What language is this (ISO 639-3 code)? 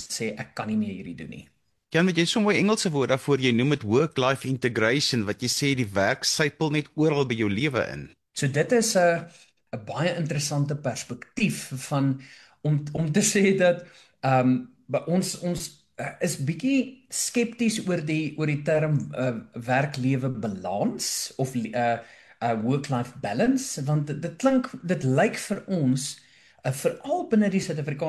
afr